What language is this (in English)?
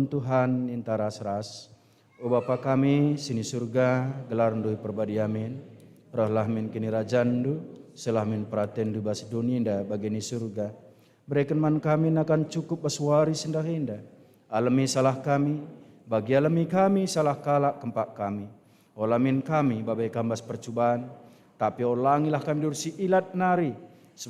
Batak Karo